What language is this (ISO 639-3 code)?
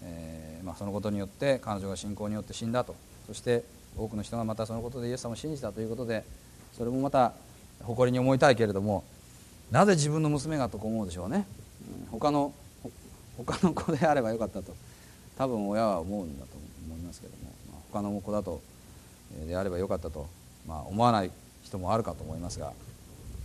jpn